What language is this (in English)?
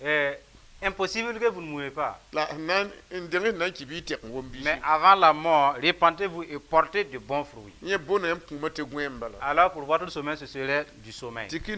Mossi